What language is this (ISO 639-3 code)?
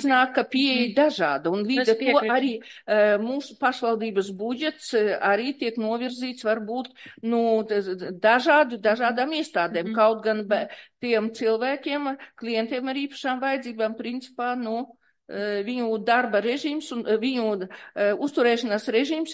lav